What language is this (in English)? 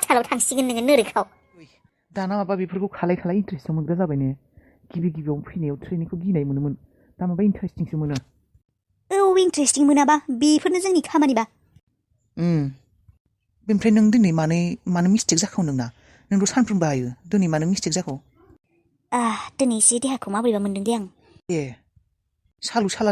Bodo